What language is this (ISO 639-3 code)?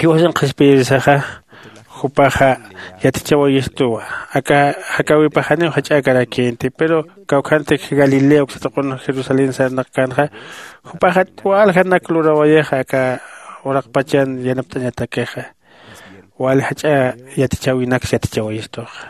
aym